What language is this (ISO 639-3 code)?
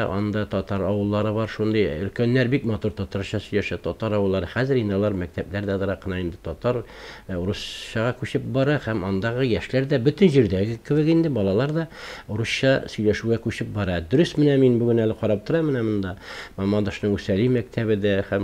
tat